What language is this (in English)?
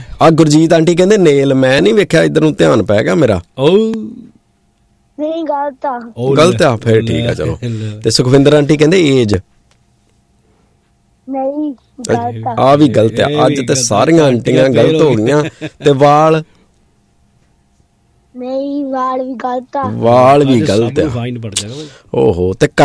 Punjabi